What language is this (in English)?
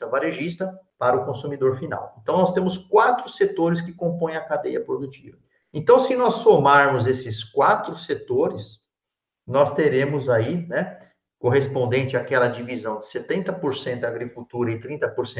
Portuguese